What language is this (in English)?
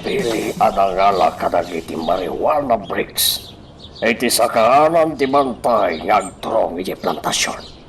Iloko